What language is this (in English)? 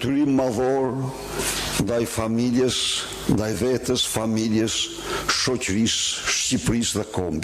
Albanian